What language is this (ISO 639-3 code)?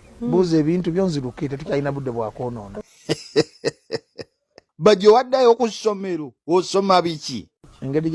lug